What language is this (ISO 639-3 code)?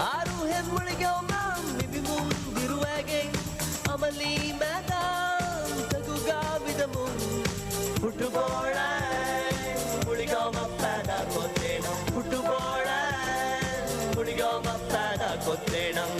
div